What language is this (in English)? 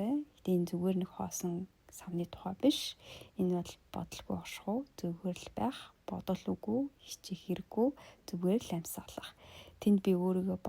Mongolian